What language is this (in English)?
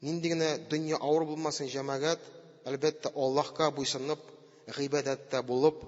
Tatar